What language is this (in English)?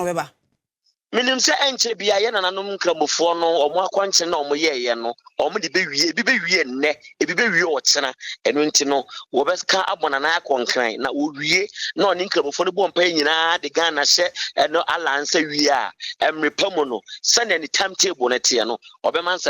Akan